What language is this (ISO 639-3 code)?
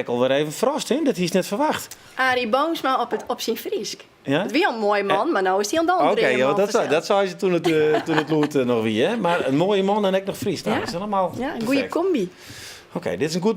fry